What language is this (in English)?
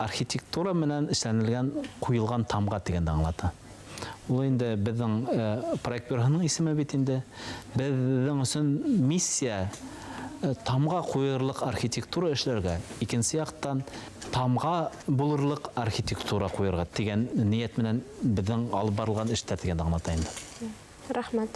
Bashkir